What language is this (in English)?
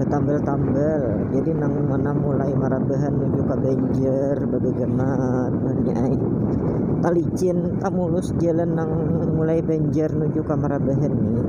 Banjar